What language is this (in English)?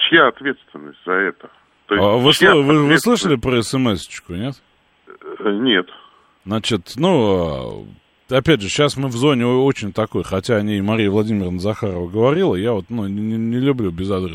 Russian